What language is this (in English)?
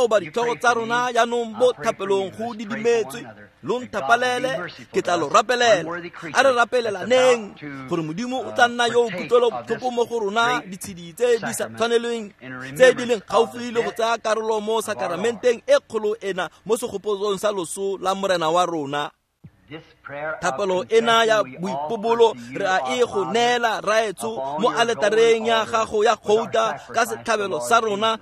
Tswana